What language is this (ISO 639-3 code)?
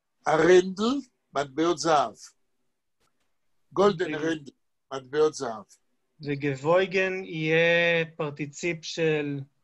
heb